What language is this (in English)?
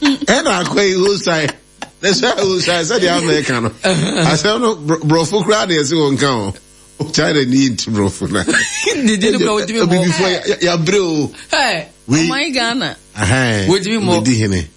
Akan